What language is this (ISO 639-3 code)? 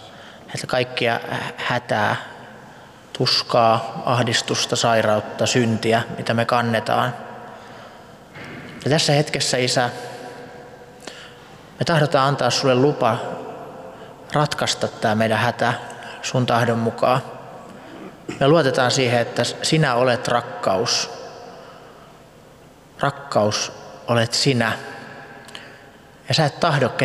fin